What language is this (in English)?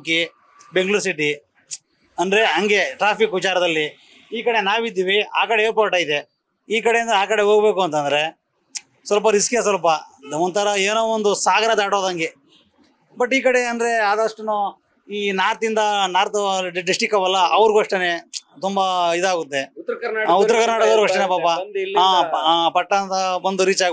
Kannada